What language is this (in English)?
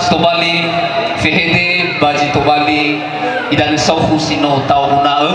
Nias